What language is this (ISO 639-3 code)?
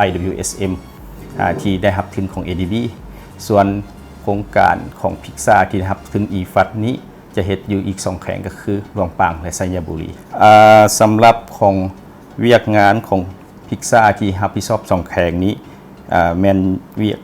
lao